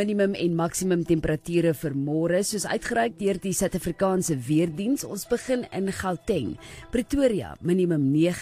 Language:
Afrikaans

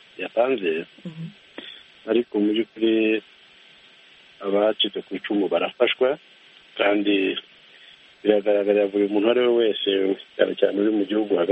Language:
Kinyarwanda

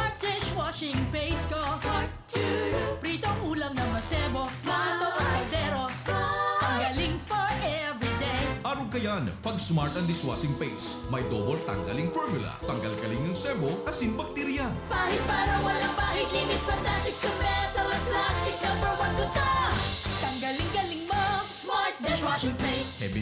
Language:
Bikol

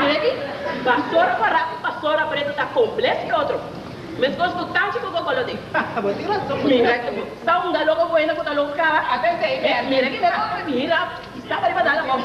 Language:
Papiamento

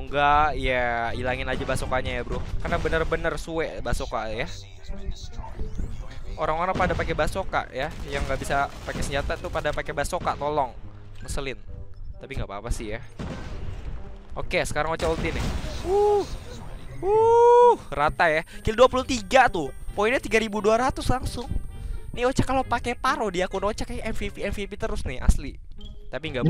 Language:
Indonesian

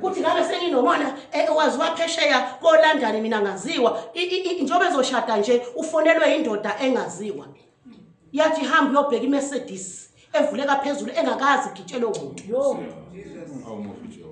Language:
Zulu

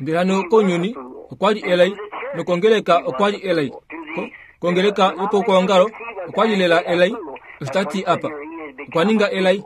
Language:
Kuanyama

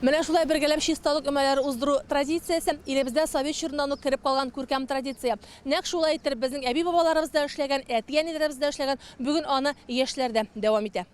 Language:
Tatar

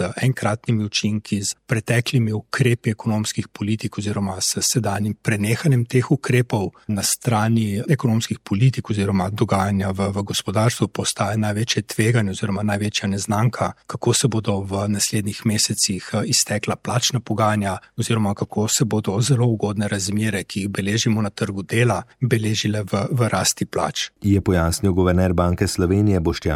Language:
Slovenian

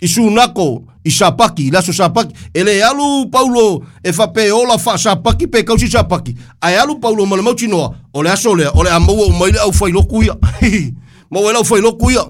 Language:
Samoan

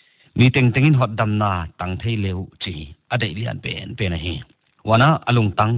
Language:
Paite Chin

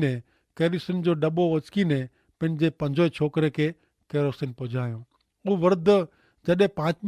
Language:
Kachhi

